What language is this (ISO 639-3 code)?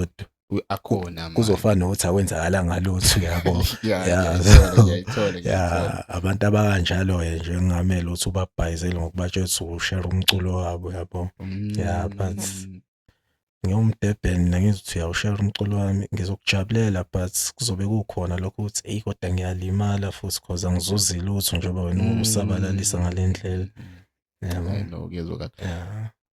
zul